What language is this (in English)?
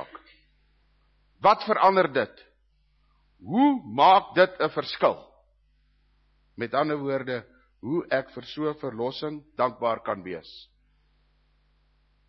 Afrikaans